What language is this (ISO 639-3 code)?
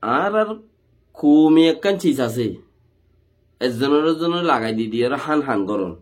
rhg